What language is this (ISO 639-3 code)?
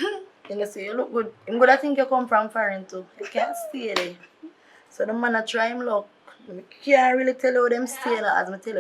jam